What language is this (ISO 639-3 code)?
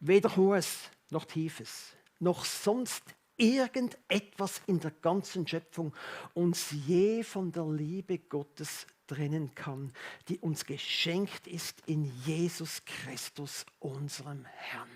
gsw